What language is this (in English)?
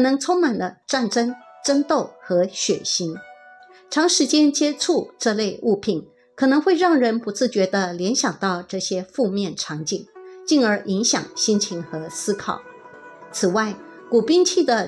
Chinese